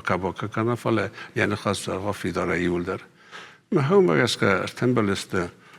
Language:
Ossetic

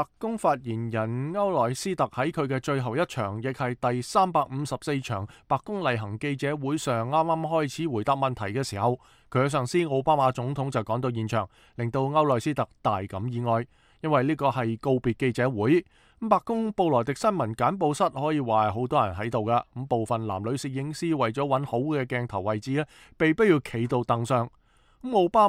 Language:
Cantonese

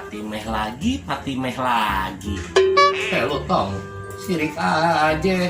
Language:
Betawi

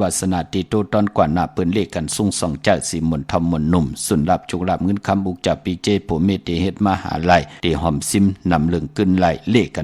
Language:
Shan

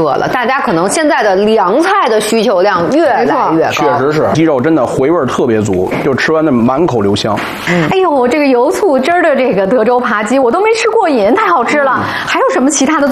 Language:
Chinese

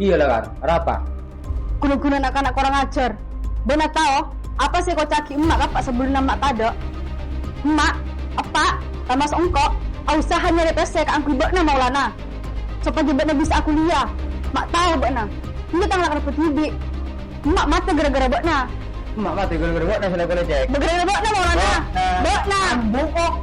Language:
Madurese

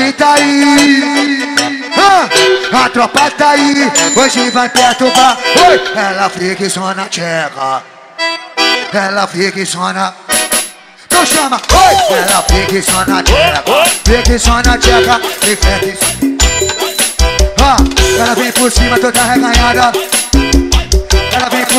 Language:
Portuguese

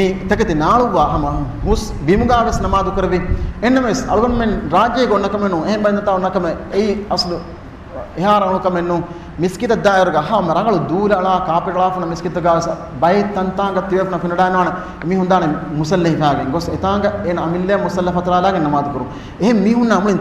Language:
Divehi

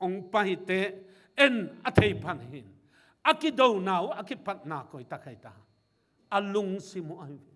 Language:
Tedim Chin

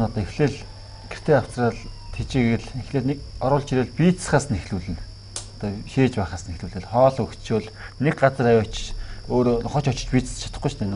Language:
Mongolian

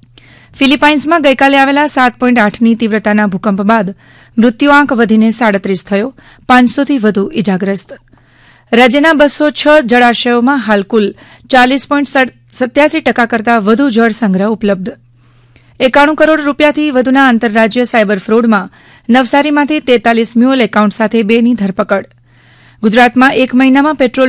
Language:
Gujarati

